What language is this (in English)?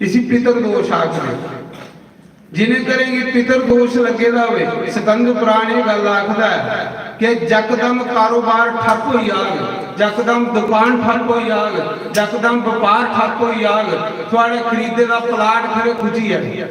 Dogri